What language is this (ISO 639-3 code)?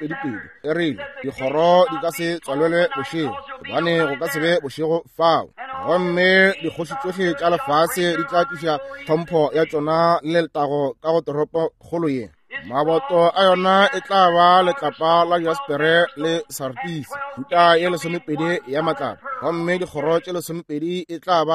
nso